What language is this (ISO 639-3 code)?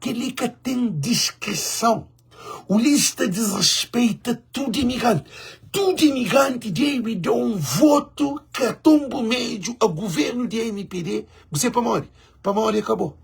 kea